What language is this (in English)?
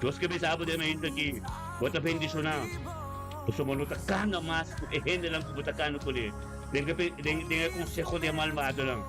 Papiamento